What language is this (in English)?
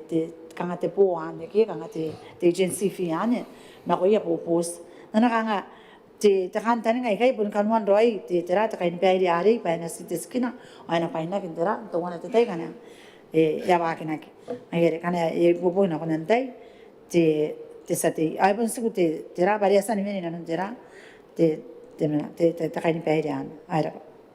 Gilbertese